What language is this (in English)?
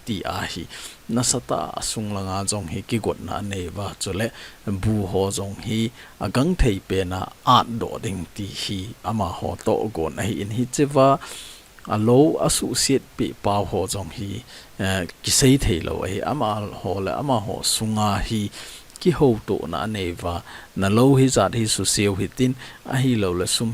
Thado Chin